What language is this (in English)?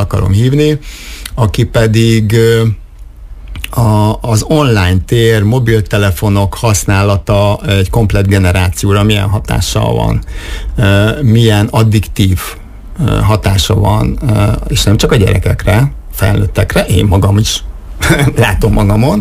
Hungarian